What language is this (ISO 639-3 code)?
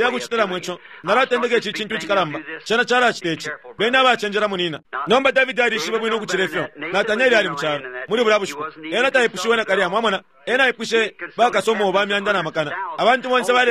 bem